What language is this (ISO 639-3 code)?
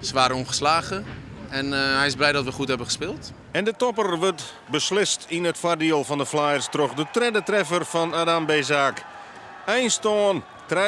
fry